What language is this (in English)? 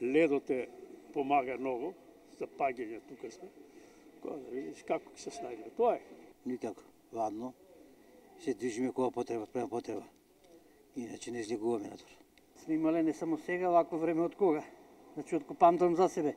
Macedonian